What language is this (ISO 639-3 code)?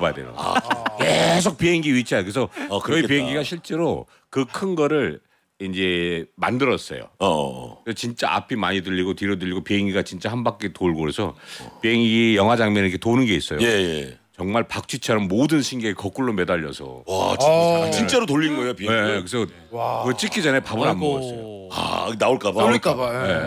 kor